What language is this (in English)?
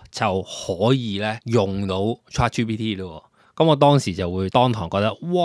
Cantonese